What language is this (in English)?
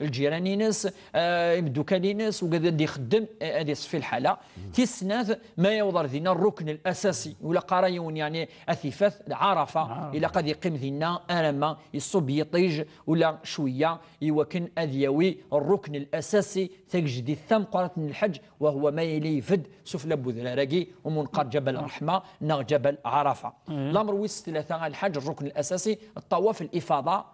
Kabyle